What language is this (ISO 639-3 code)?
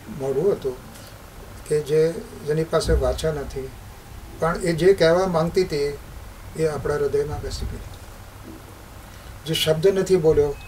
guj